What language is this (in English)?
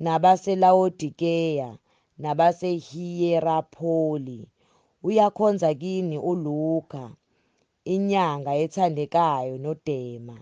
Zulu